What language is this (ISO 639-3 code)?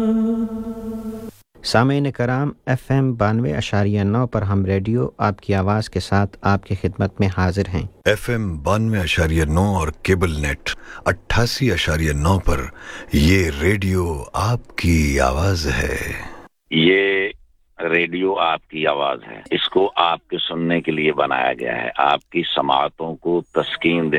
urd